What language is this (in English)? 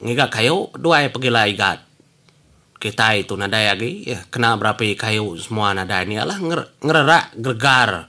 Iban